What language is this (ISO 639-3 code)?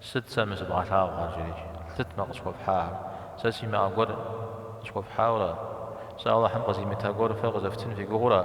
kbd